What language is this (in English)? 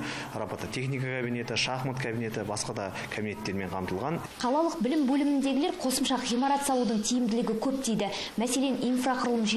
Kazakh